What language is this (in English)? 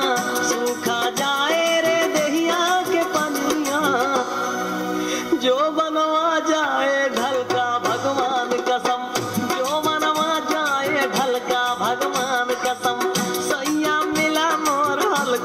Bhojpuri